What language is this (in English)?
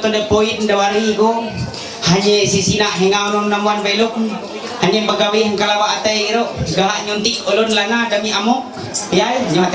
Ma'anyan